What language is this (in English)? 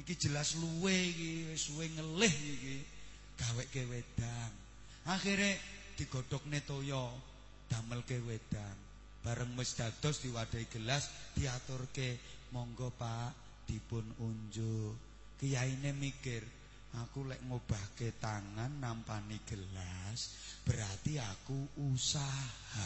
Javanese